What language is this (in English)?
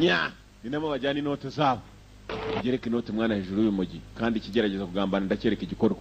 Kinyarwanda